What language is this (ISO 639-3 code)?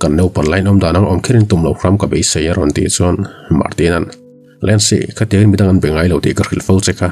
lus